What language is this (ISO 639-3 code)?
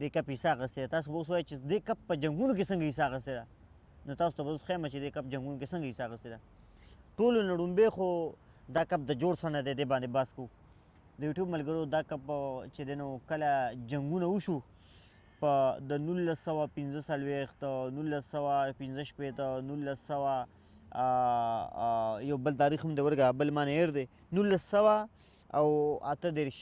pus